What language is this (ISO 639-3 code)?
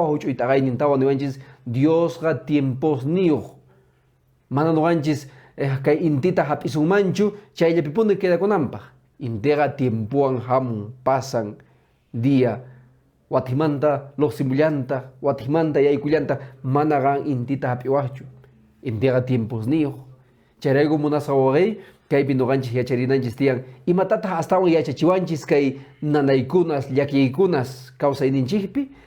que